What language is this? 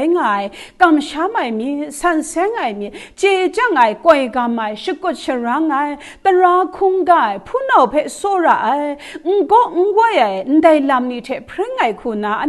Kachin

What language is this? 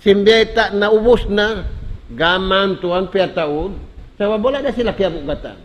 Tausug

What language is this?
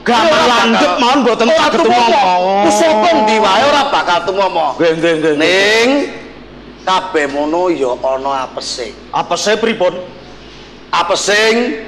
Javanese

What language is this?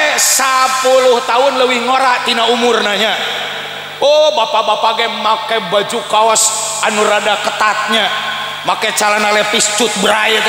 Sundanese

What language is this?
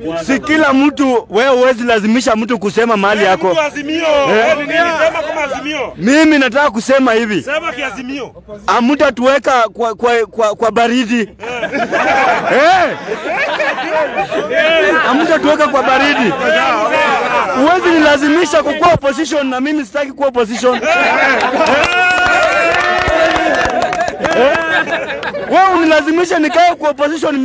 Swahili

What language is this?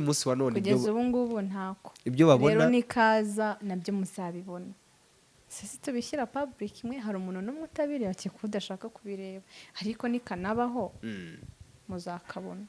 Kinyarwanda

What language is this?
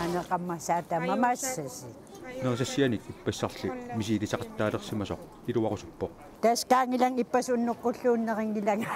Kalaallisut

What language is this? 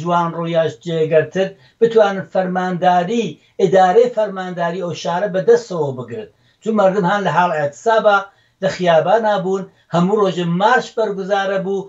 Central Kurdish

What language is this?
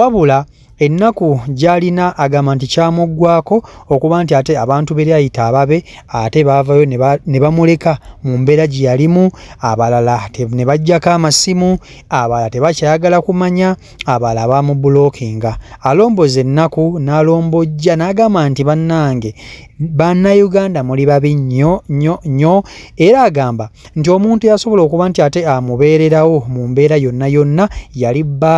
Ganda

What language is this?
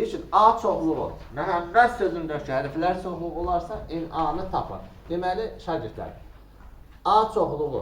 Azerbaijani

